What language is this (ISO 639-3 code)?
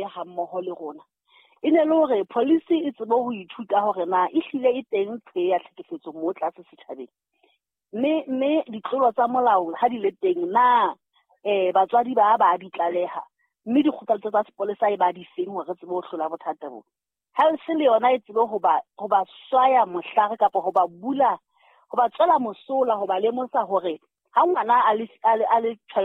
sot